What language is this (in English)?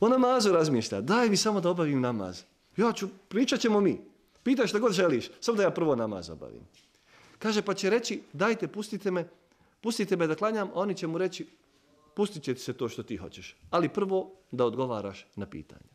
Bosnian